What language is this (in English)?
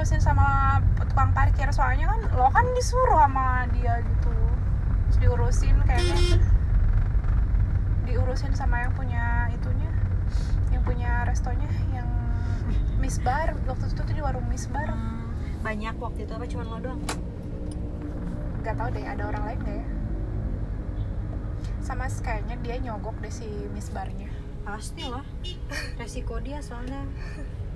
Indonesian